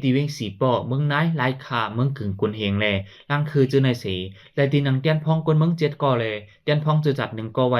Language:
Shan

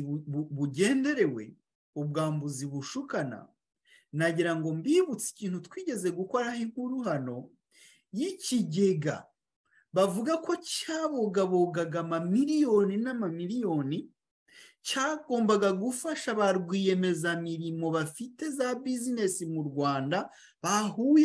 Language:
Kinyarwanda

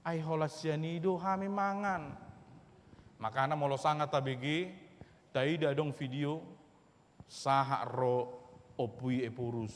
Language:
Batak Toba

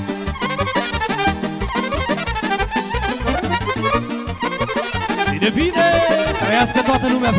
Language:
Romanian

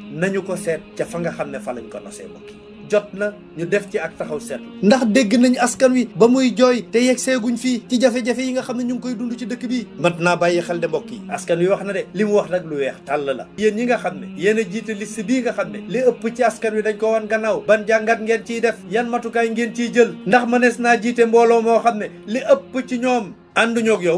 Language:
Wolof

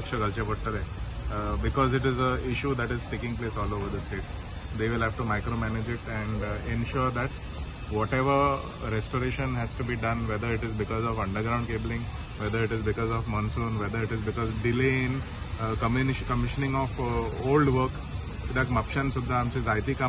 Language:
Konkani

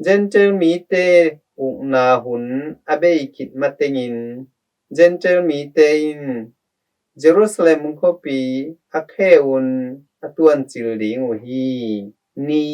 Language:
Tedim Chin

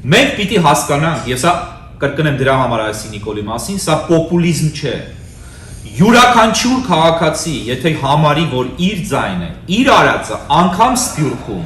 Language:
Western Armenian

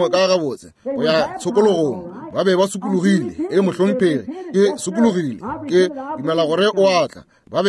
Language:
Northern Sotho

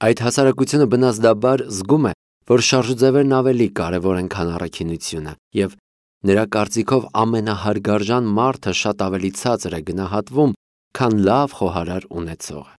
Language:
Armenian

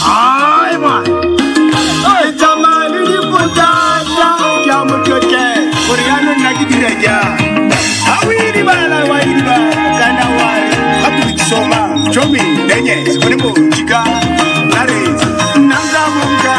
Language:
Tswana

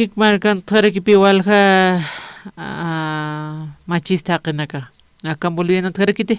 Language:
Aymara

